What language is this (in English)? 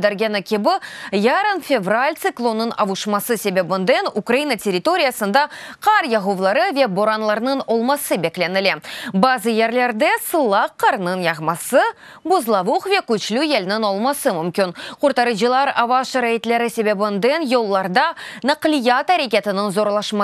Crimean Tatar